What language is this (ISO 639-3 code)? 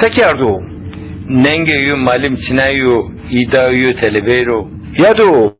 zza